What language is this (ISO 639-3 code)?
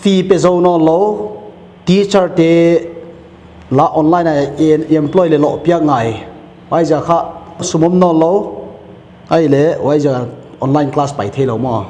pck